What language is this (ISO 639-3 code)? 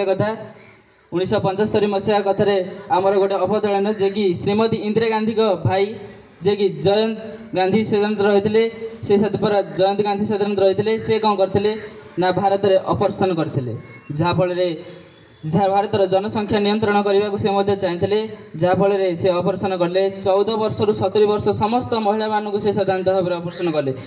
ori